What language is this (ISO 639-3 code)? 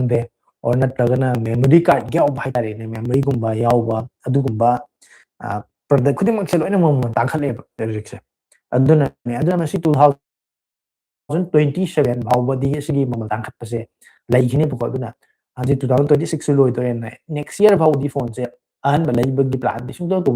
mni